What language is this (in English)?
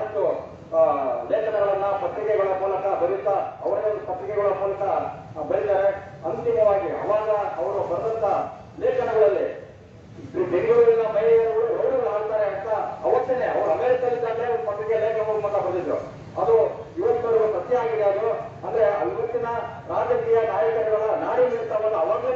Kannada